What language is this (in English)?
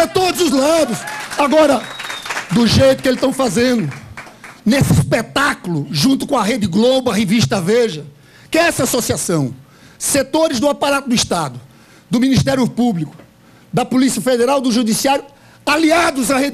Portuguese